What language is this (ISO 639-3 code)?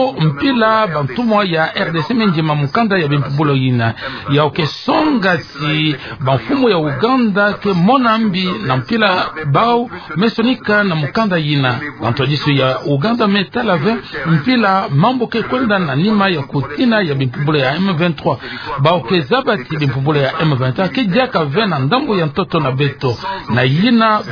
ktu